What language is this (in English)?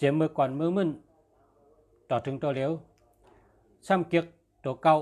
Shan